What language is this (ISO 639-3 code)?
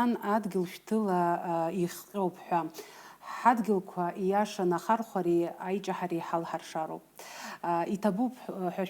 abk